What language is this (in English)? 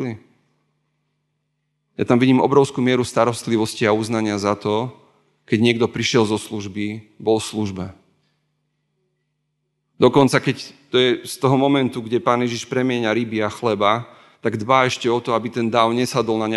Slovak